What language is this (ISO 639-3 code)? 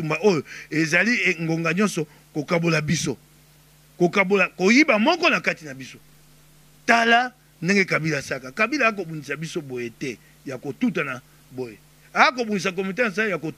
lin